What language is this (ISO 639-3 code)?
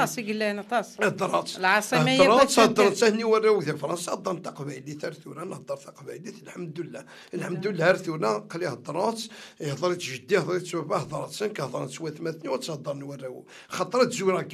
kab